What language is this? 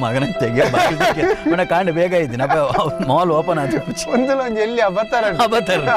Tulu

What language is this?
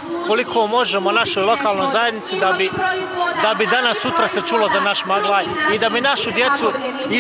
Bosnian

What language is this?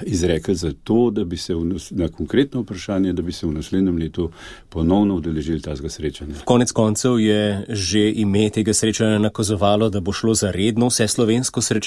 Slovenian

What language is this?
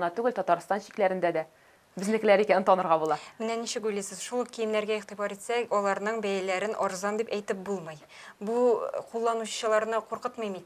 Tatar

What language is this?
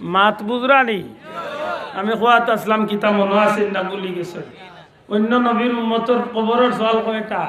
Sylheti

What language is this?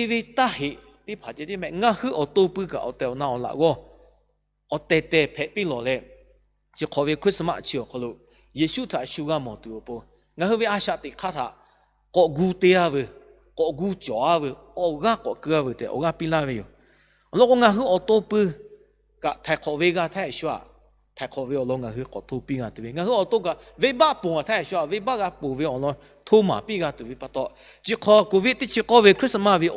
Lahu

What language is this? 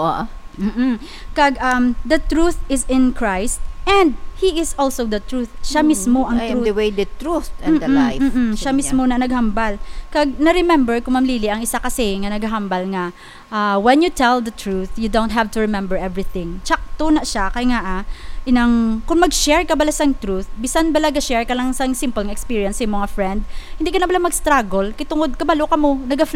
Hiligaynon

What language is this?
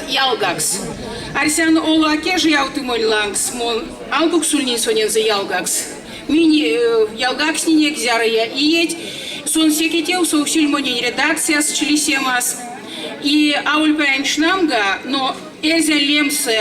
Erzya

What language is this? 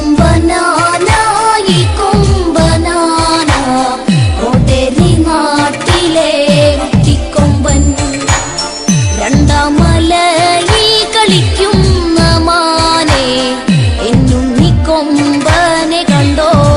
Malayalam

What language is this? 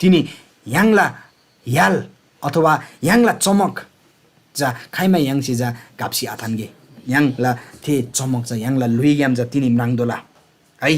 Eastern Tamang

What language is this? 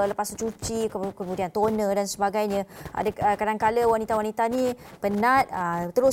Malay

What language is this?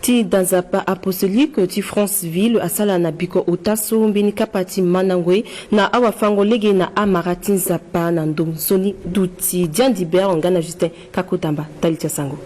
Sango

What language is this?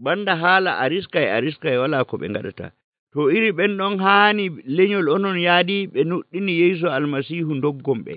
Nigerian Fulfulde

